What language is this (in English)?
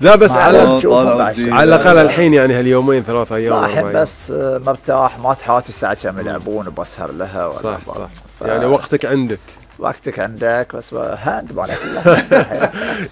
Gulf Arabic